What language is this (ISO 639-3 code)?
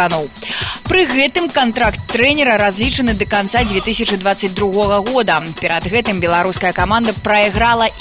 bel